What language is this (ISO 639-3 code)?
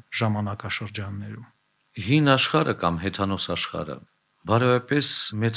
hye